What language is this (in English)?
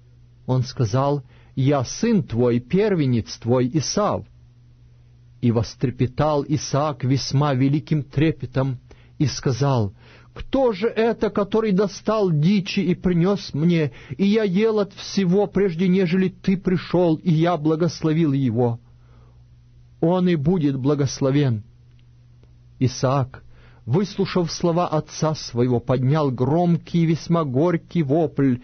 Russian